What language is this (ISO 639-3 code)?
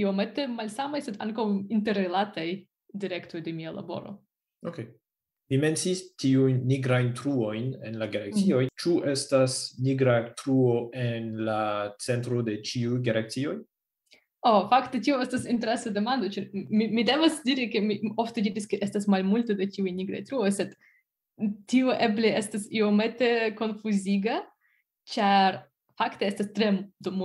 epo